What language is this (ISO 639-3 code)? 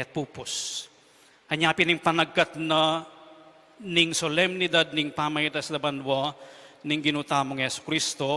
pam